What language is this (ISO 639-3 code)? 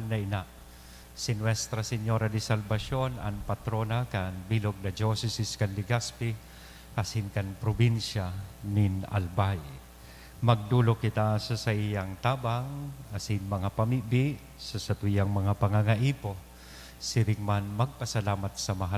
bik